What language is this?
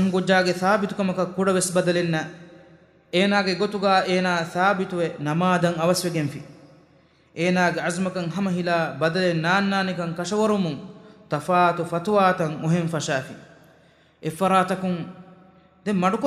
Divehi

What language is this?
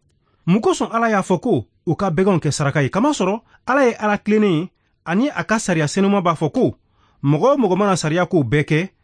Bambara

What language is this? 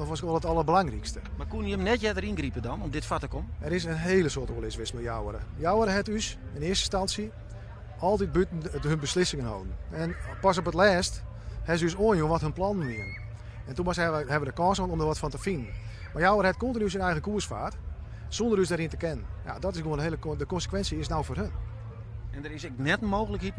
Western Frisian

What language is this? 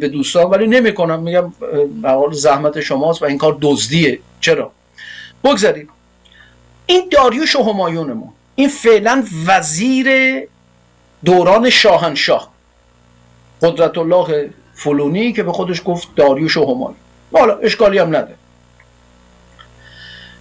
Persian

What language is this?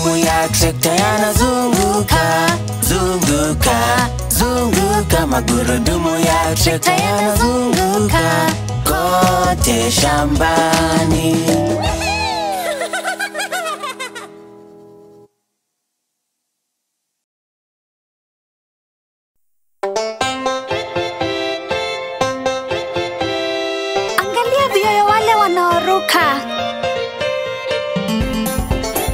Swahili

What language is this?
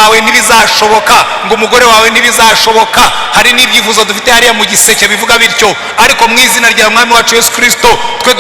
Kinyarwanda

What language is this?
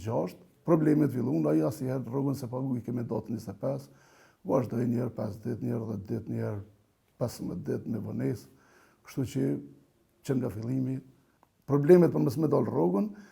Albanian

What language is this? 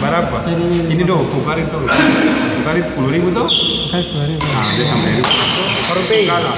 Ambonese Malay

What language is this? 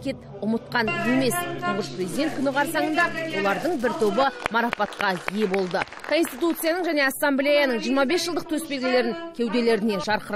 Kazakh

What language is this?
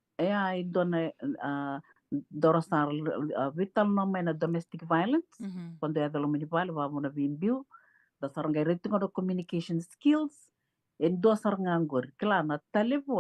Fijian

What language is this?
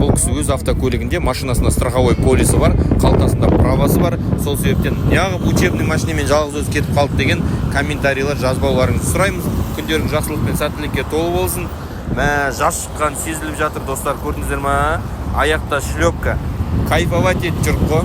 Kazakh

